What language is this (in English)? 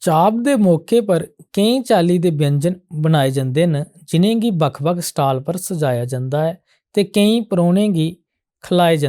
Dogri